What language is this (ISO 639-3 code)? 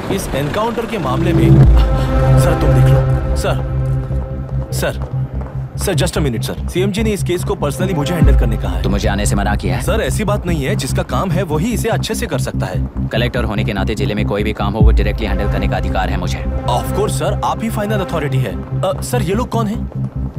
hin